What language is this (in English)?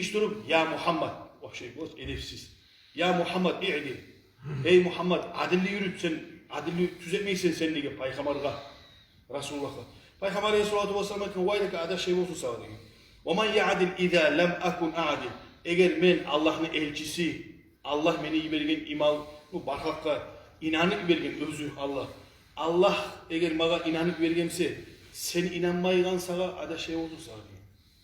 Kumyk